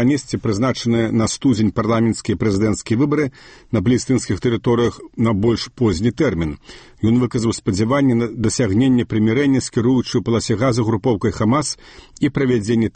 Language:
Belarusian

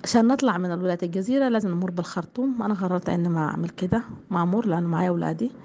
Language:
Sudanese Arabic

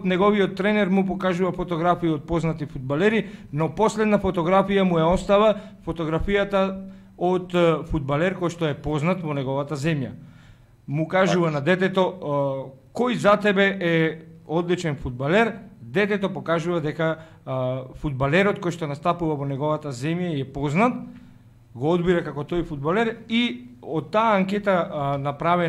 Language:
Macedonian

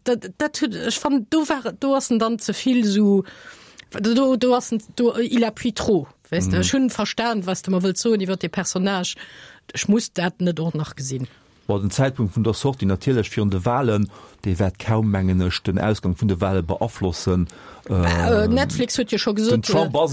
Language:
Luxembourgish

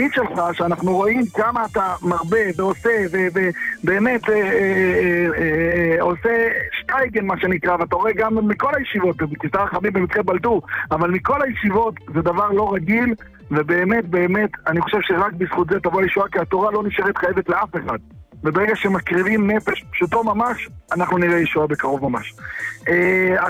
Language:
Hebrew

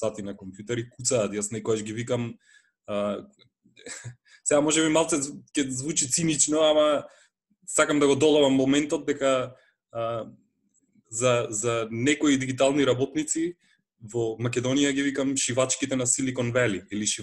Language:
Macedonian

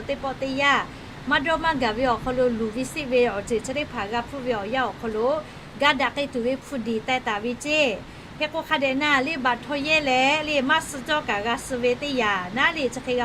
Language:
Lahu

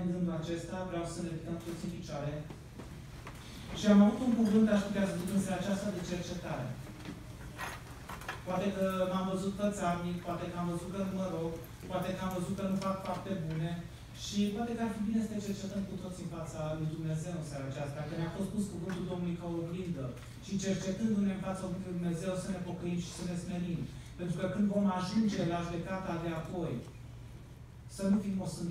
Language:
Romanian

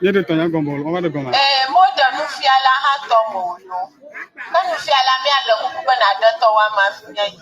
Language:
Ewe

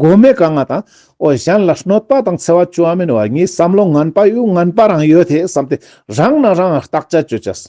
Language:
Ladakhi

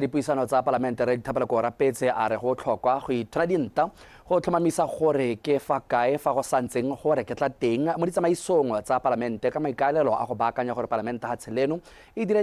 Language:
Tswana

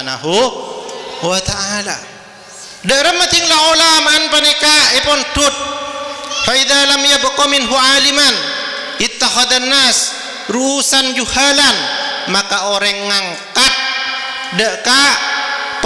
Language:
Madurese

